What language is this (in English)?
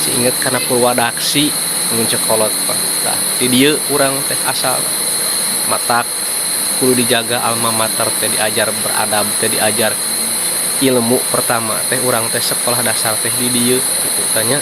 Sundanese